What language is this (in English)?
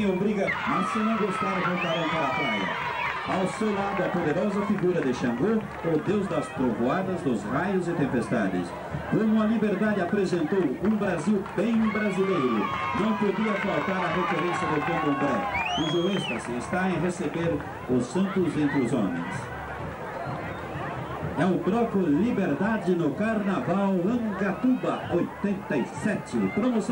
Portuguese